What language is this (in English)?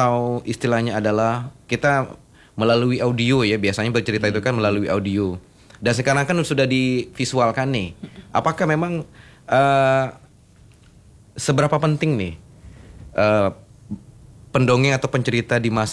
Indonesian